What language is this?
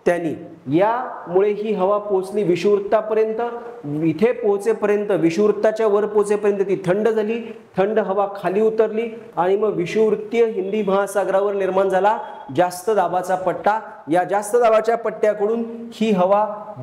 Marathi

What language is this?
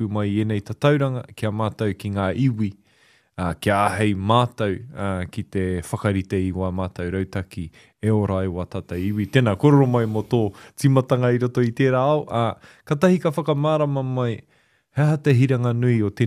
Māori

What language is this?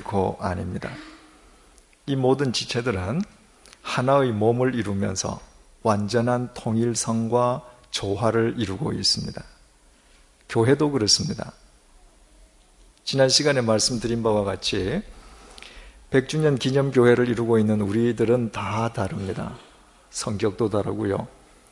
Korean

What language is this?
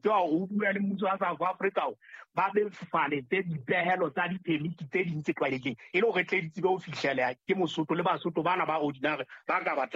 Southern Sotho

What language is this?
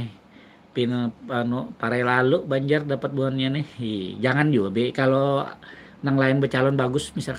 Banjar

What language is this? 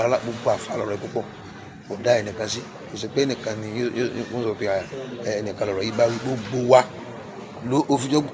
Yoruba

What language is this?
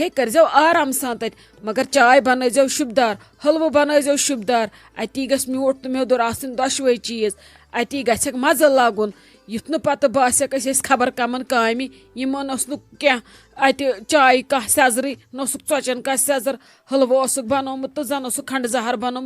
Kashmiri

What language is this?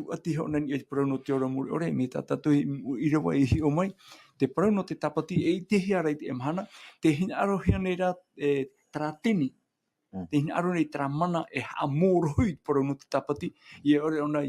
Tahitian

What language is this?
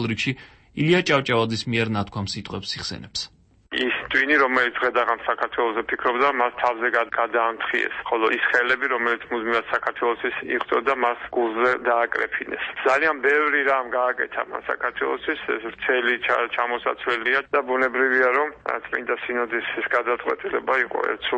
Georgian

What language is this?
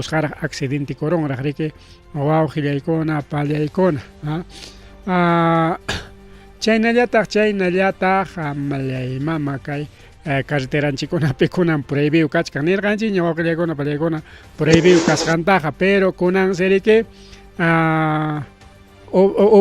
Ayacucho Quechua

